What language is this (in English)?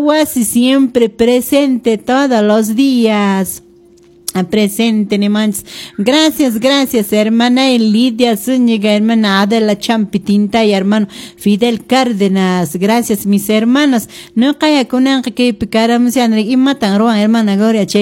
Quechua